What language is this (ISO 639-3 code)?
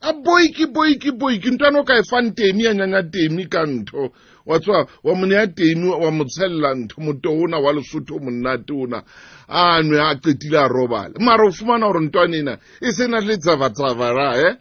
sot